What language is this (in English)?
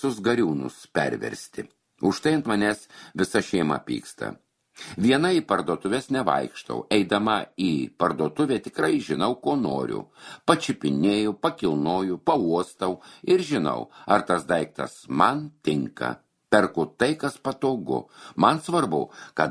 Lithuanian